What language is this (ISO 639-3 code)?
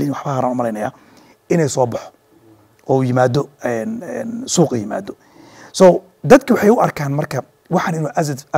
som